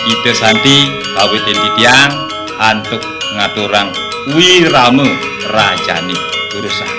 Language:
Balinese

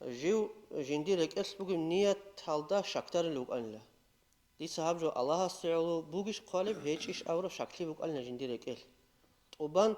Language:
Avaric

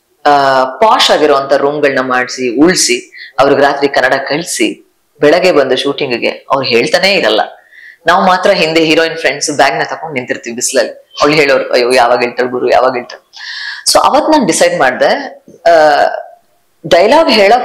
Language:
Kannada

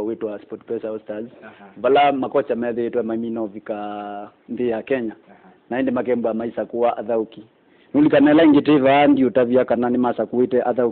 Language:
Kamba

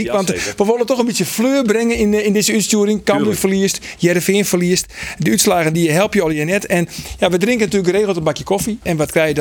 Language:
Western Frisian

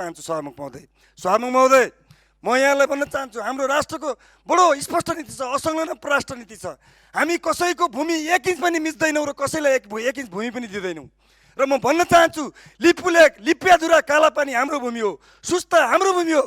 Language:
Nepali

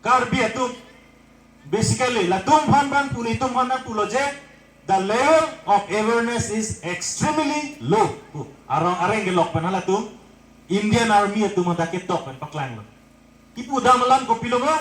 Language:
Karbi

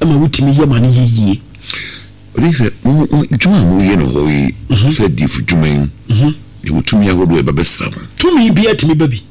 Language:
Akan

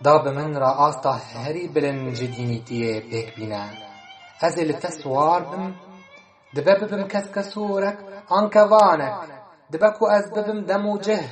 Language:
Kurdish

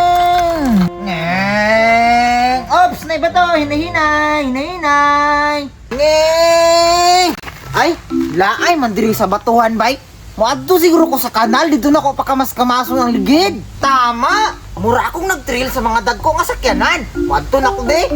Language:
Cebuano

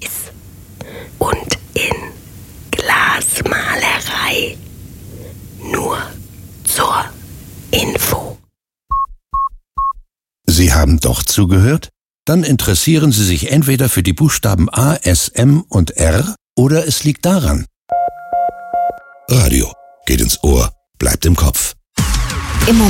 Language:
German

